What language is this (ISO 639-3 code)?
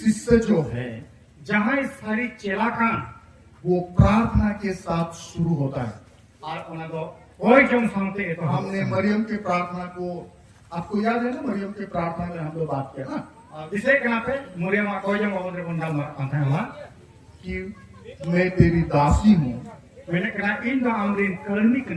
sat